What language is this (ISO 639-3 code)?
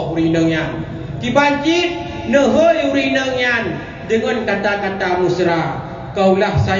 ace